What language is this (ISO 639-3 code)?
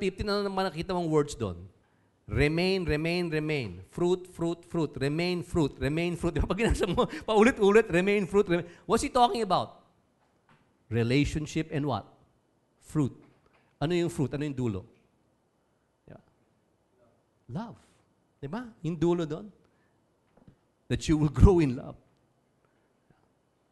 fil